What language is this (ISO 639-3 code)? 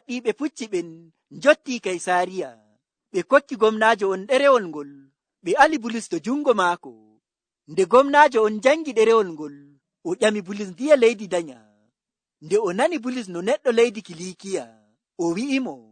ful